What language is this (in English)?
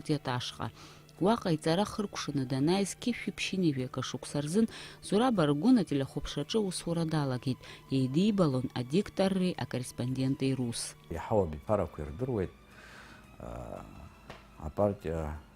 Abkhazian